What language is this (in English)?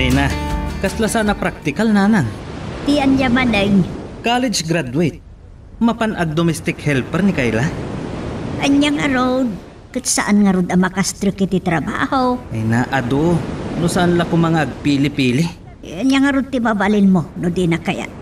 Iloko